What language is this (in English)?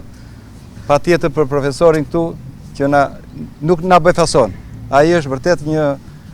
Albanian